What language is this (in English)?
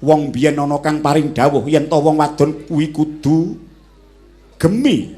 Javanese